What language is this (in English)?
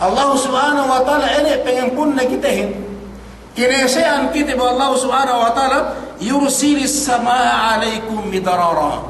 Yakan